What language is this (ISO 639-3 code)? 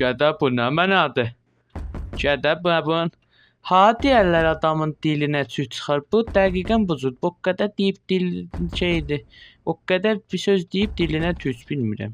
azb